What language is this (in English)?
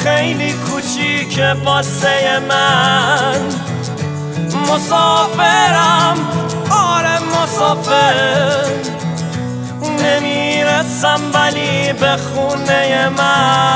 Persian